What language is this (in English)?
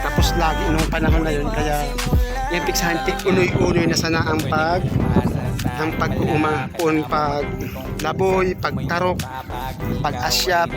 Bikol